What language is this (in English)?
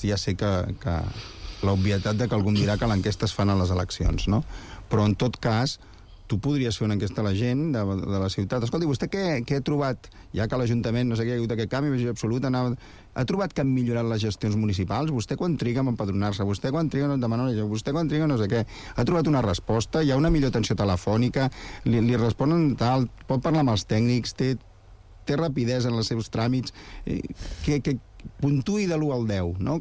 Catalan